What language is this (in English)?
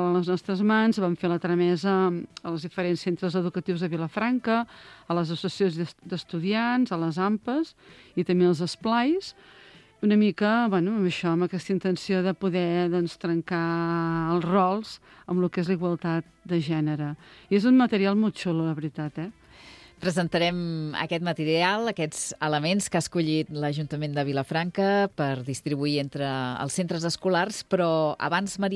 Catalan